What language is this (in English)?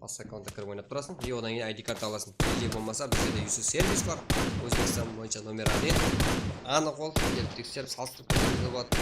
Kara-Kalpak